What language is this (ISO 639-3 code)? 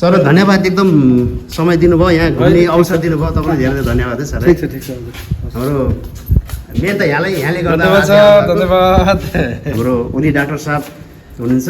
nep